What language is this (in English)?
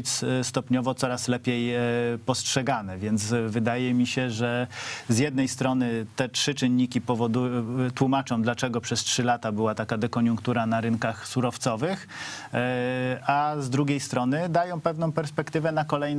Polish